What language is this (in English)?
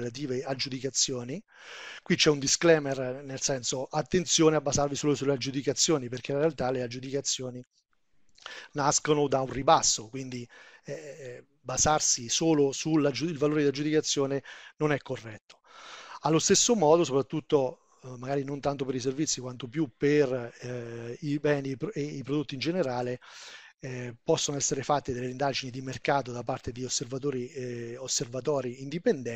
Italian